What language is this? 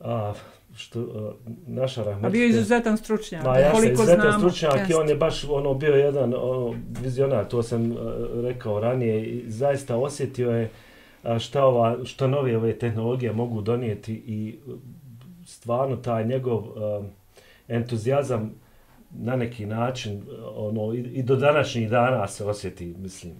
Bosnian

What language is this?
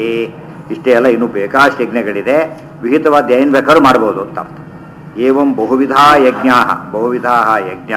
Kannada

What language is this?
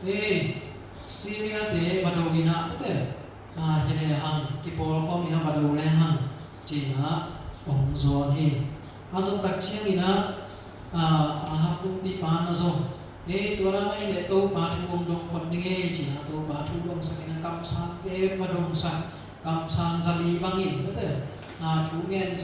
Tedim Chin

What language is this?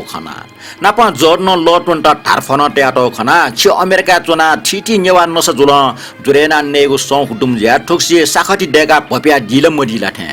Newari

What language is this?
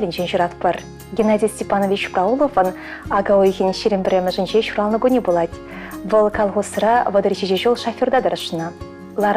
Chuvash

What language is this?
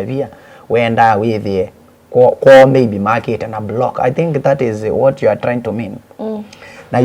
Kamba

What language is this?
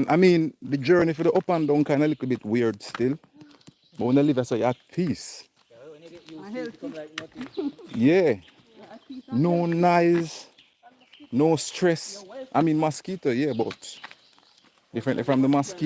Jamaican Creole English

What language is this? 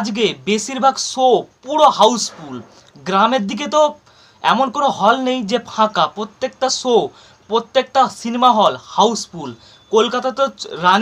Bangla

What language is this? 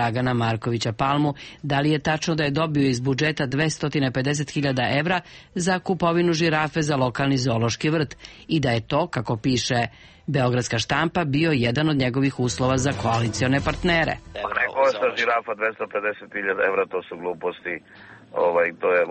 Serbian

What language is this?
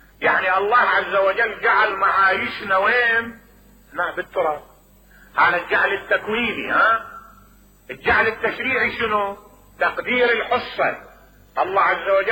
Mesopotamian Arabic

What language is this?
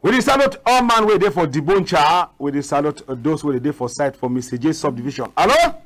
Cameroon Pidgin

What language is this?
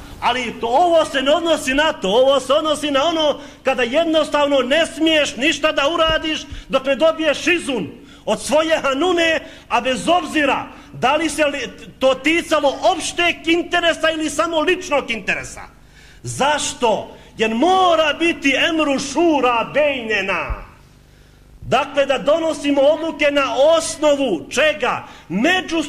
Bosnian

